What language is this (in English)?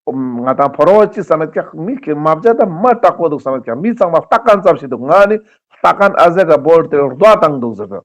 Ladakhi